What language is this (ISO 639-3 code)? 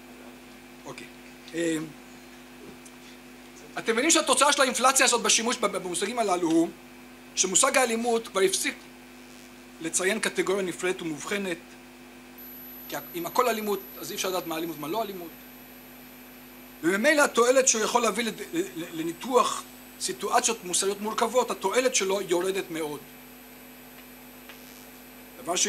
heb